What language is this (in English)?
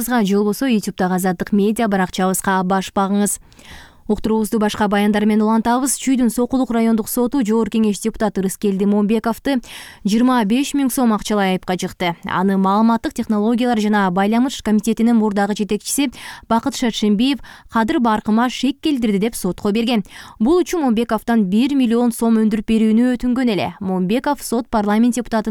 Kyrgyz